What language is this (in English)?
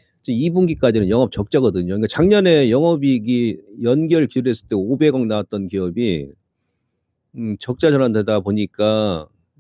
Korean